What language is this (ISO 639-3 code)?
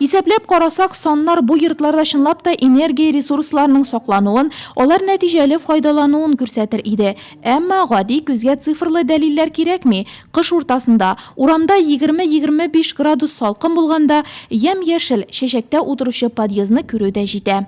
tat